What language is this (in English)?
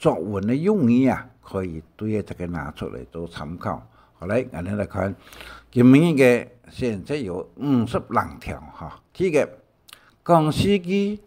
Hakka Chinese